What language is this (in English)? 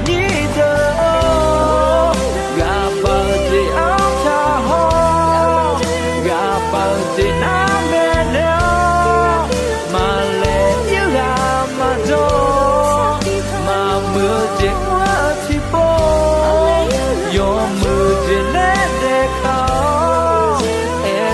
Akha